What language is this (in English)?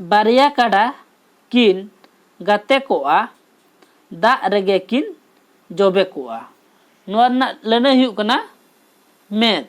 Santali